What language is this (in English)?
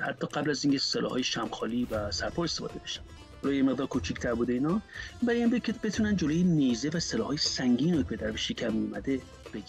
Persian